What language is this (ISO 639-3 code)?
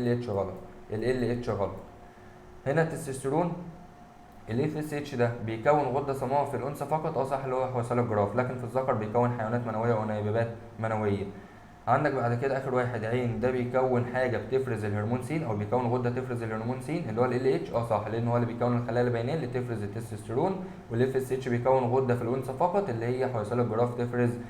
arz